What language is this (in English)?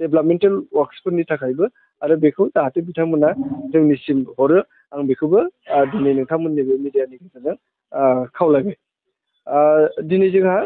Bodo